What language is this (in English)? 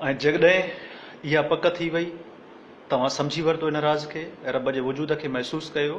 Sindhi